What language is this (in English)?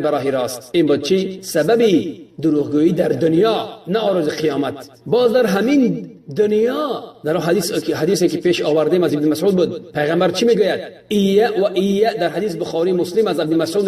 Tajik